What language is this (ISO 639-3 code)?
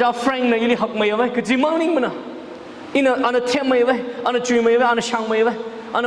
nmf